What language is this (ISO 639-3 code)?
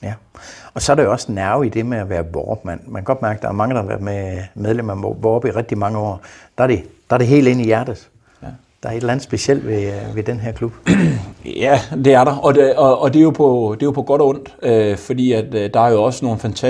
dan